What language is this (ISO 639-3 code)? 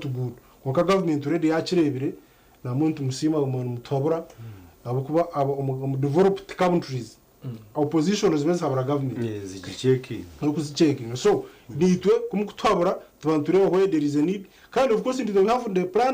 nyn